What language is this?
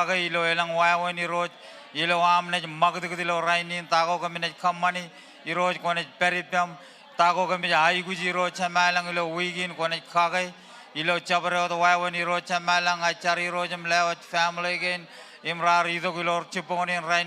Marshallese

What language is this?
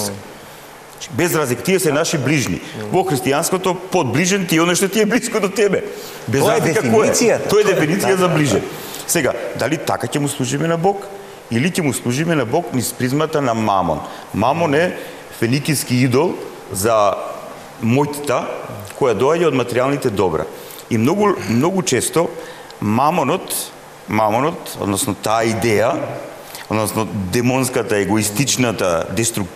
Macedonian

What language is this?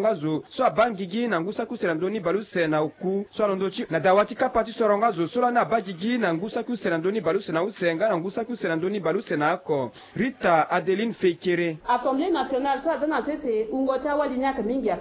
Sango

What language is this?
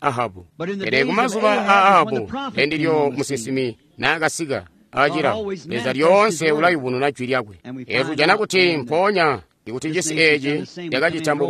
Tonga (Zambia)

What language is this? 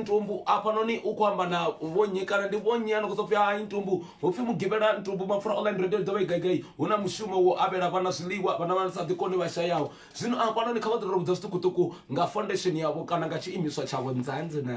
Venda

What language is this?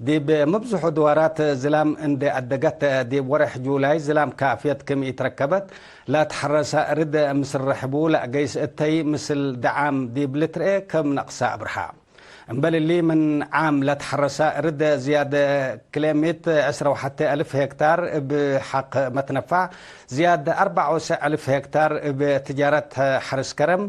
Tigre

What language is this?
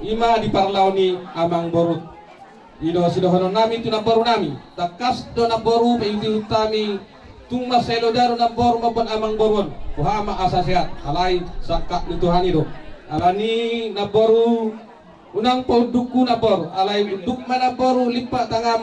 Batak Toba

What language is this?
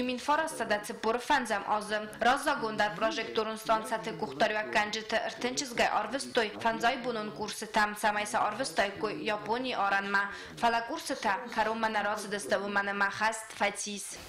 Ossetic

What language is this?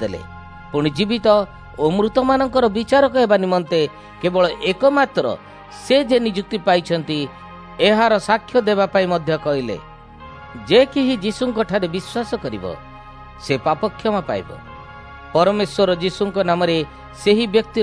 Odia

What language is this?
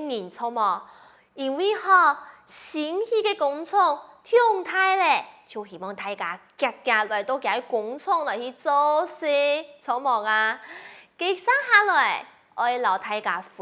Hakka Chinese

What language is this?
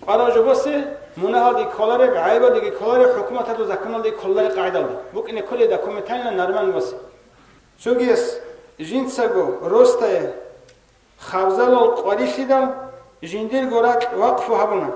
Avaric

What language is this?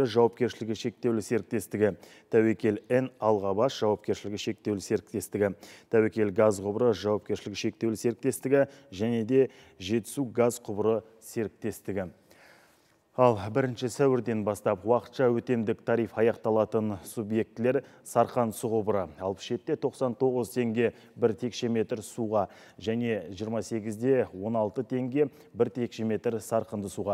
Kazakh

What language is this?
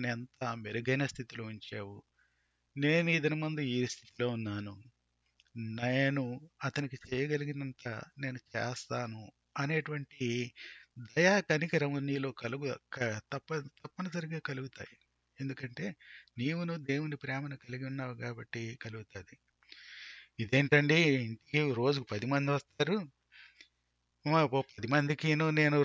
Telugu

